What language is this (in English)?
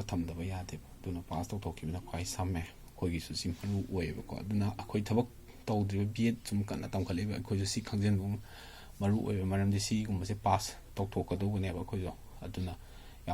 Manipuri